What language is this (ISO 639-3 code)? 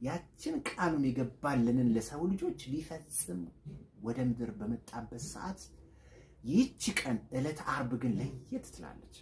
amh